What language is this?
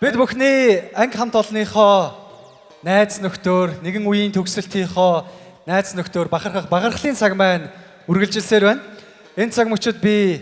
Mongolian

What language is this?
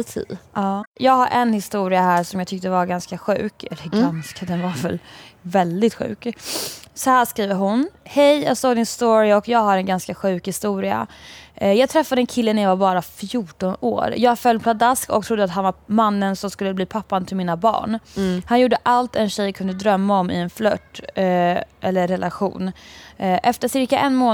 Swedish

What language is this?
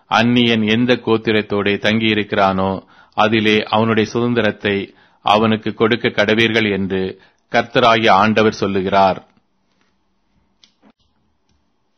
Tamil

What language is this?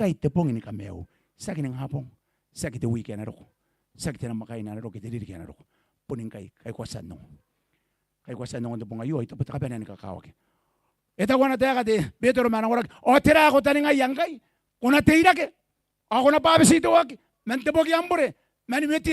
Gilbertese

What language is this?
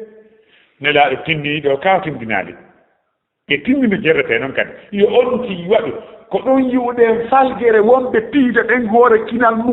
Fula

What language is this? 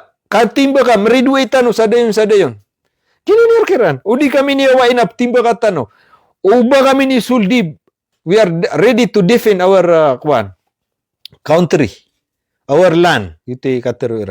Maranao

